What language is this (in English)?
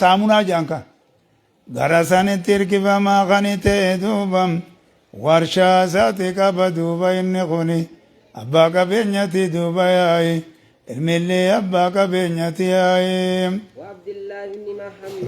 Oromo